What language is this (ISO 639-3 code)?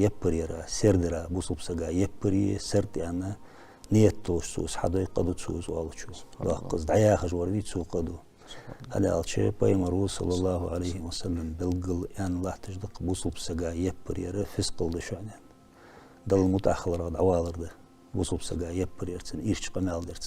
inh